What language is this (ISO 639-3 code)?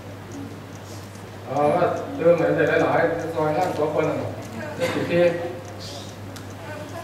tha